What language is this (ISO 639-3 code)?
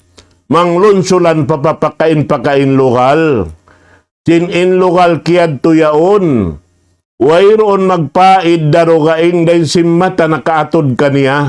tsg